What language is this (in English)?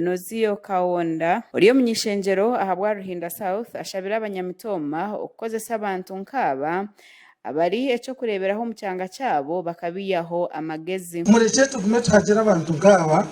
Nyankole